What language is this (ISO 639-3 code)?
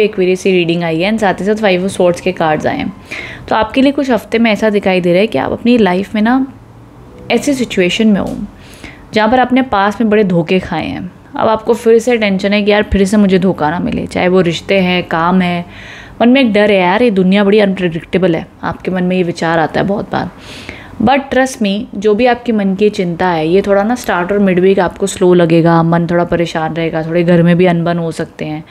hin